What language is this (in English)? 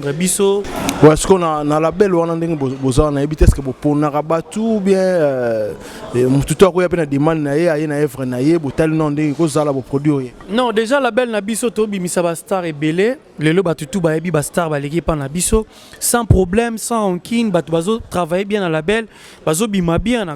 Lingala